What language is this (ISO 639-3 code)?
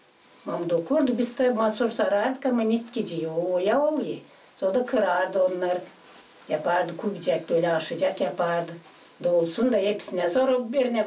gag